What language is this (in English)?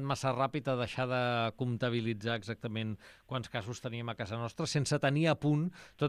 Catalan